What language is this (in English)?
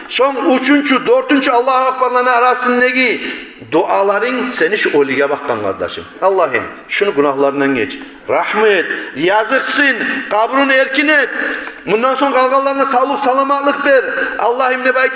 Kumyk